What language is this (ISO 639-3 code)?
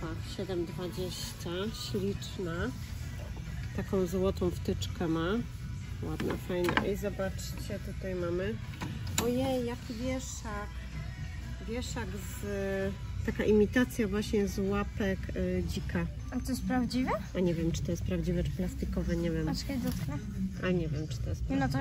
pol